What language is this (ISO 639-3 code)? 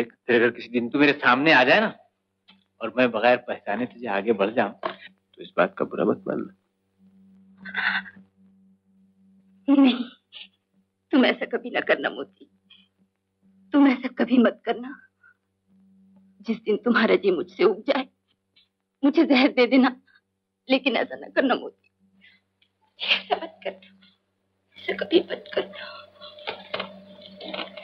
hin